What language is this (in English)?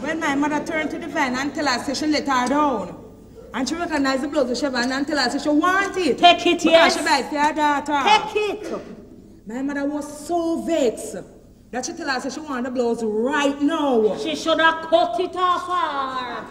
Jamaican Creole English